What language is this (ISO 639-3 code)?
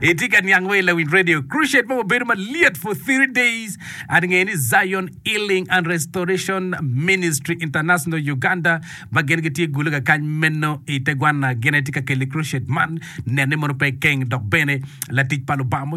ach